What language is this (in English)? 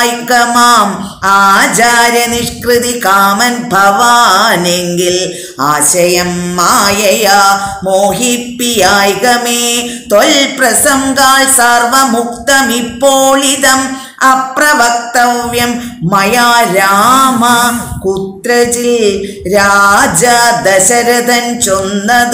Malayalam